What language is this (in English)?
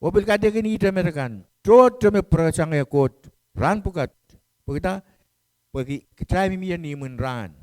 Pohnpeian